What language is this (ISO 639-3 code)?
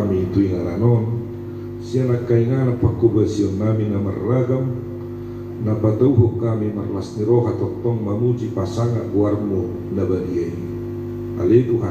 bbc